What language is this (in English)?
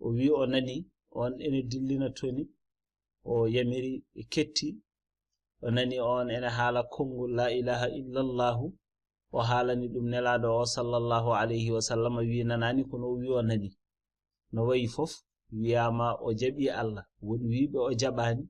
Fula